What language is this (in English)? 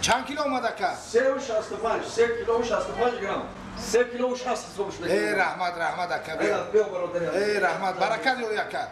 Tajik